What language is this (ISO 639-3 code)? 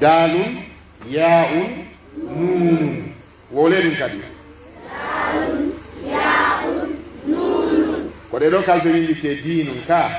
fuf